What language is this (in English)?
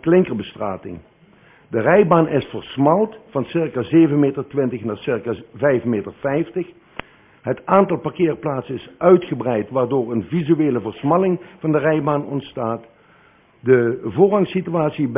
Dutch